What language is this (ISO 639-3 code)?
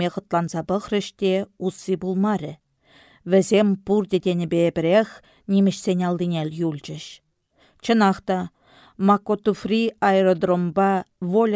chv